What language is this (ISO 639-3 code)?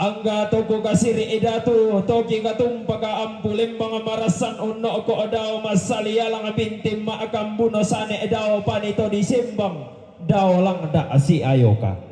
sda